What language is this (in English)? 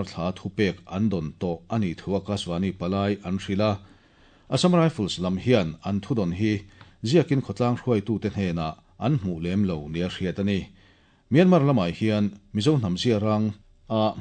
Mizo